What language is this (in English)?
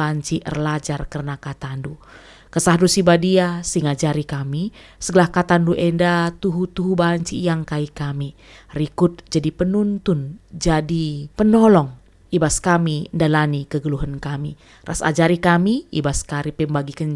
Batak Karo